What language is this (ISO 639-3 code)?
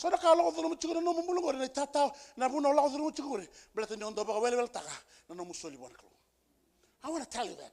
fij